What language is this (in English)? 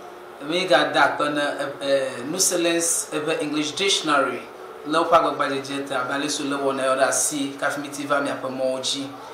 Ewe